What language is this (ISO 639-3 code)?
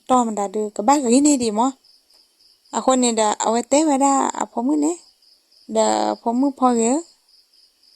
ksw